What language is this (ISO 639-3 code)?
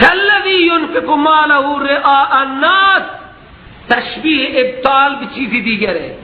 fas